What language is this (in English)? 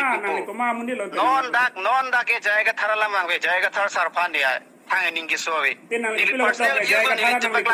Karbi